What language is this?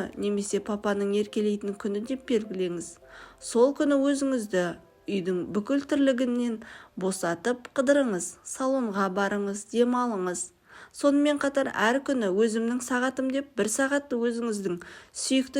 Kazakh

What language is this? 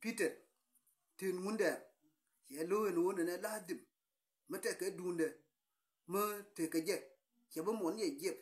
Nuer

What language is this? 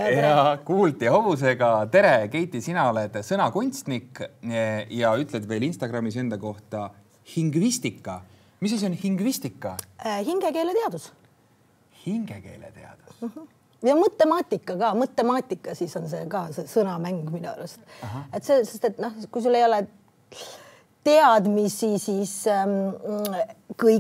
Estonian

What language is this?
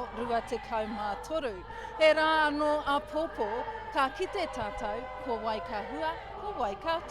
Māori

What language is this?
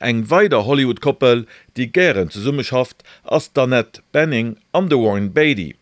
Luxembourgish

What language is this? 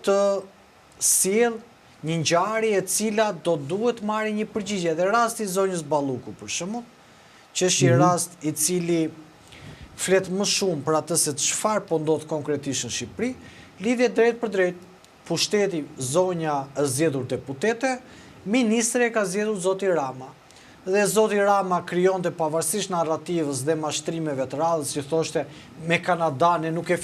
Albanian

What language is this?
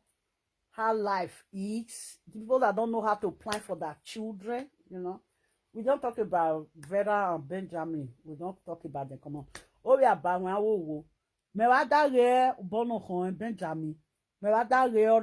Nigerian Pidgin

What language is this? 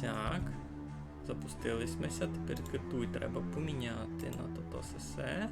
Rusyn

